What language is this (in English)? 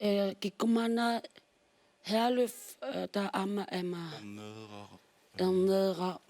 Kalaallisut